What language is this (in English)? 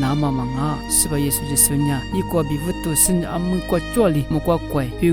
Lisu